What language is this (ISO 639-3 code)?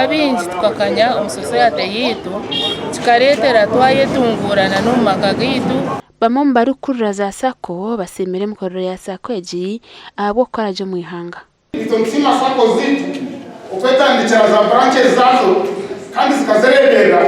nyn